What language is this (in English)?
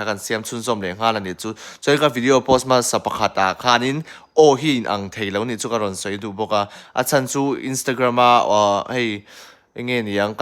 Mizo